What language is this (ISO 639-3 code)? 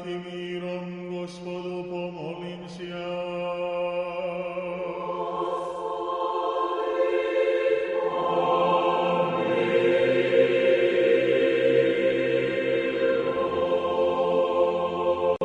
srp